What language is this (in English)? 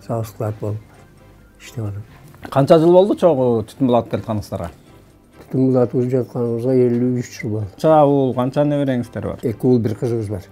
Kyrgyz